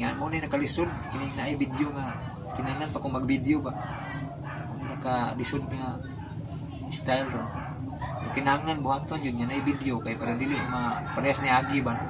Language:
Cebuano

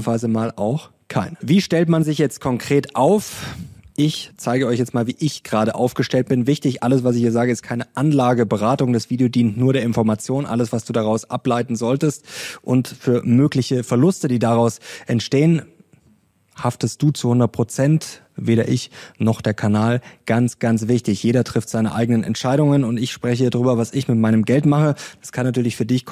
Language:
German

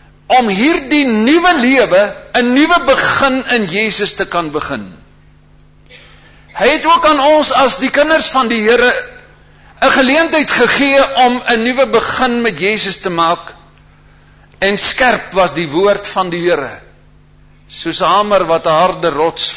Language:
Afrikaans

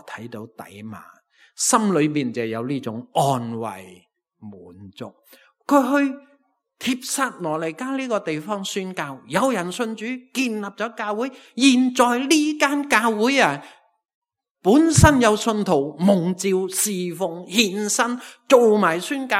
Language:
Cantonese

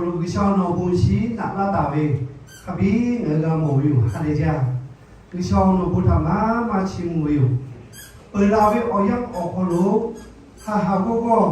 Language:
Lahu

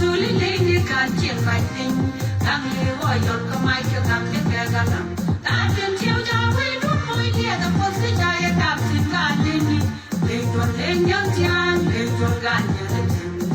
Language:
Nuer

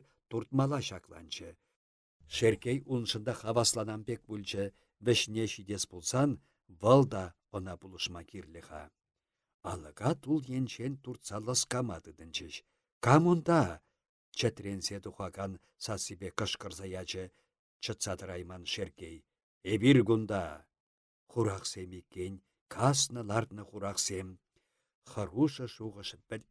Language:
Chuvash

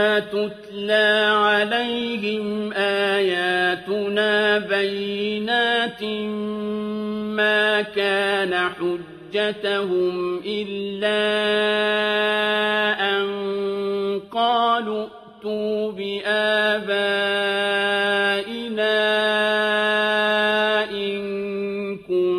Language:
Arabic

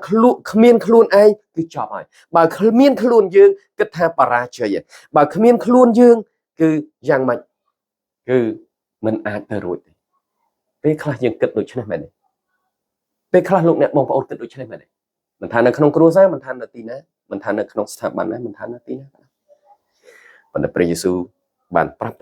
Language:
Khmer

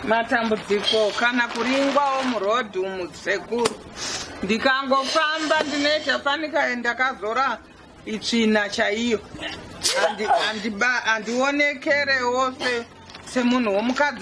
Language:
Shona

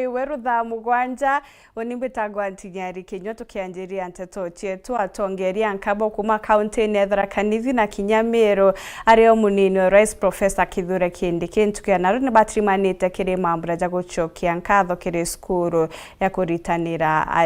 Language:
Meru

